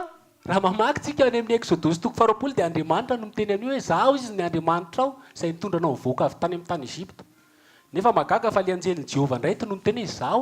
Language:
Malagasy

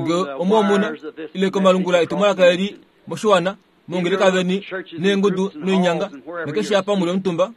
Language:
Kuanyama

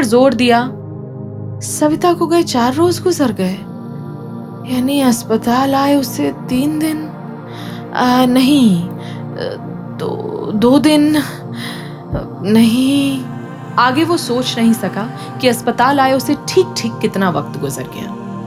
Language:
Hindi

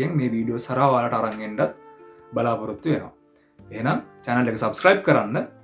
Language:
Sinhala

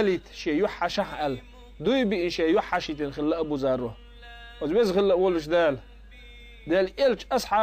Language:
Chechen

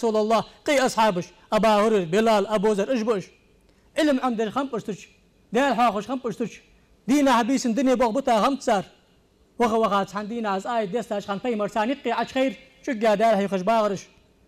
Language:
Ingush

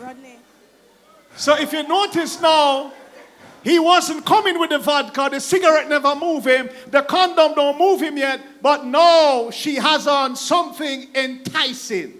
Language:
Jamaican Creole English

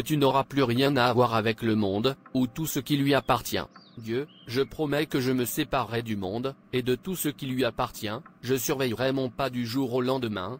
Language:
French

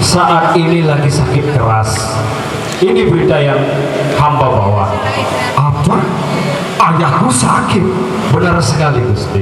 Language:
Sasak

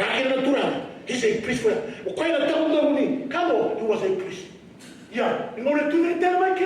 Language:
Fijian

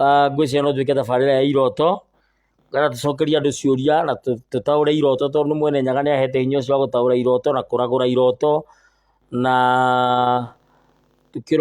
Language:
Kikuyu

